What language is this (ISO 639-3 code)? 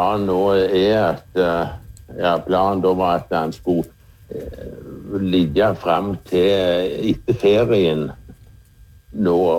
nor